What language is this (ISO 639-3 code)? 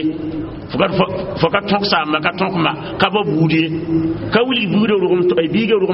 mos